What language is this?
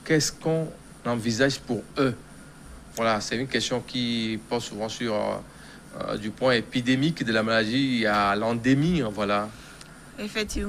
French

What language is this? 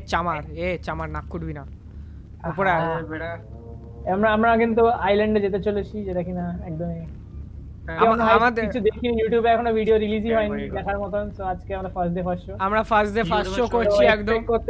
Bangla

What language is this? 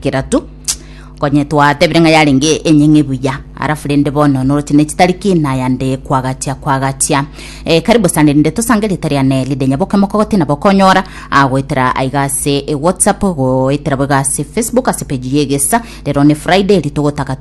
Gusii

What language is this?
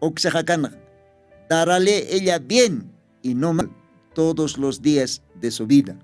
Aymara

